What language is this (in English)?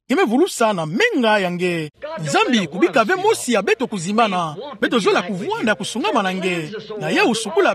Kituba (Democratic Republic of Congo)